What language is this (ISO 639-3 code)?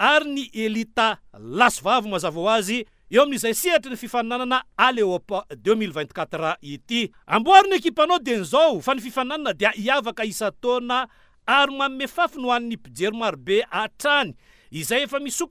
mlg